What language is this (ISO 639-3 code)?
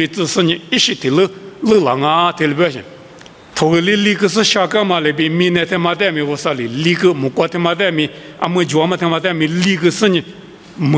lis